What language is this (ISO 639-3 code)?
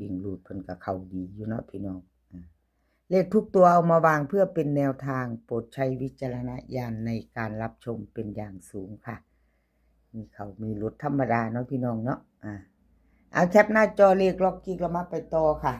tts